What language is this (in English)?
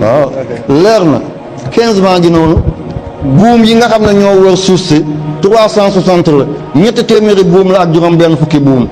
Wolof